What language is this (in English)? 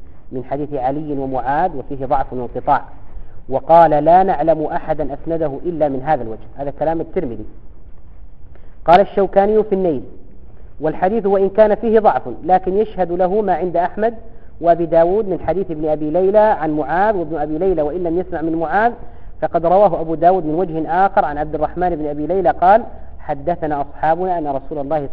Arabic